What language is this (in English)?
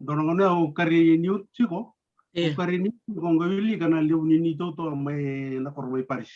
Fijian